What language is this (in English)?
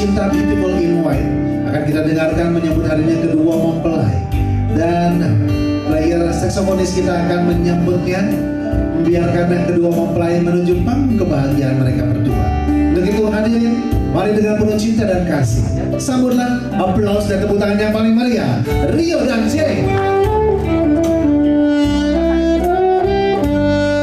Indonesian